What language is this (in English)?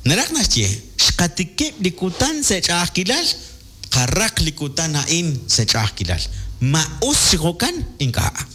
Kekchí